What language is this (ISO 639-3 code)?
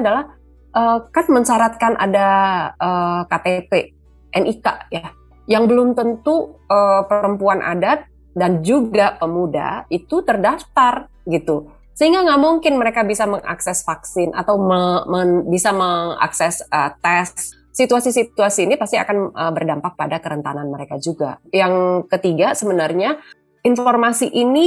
ind